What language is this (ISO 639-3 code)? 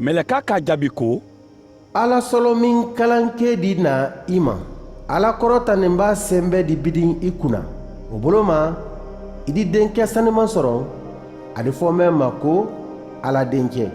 man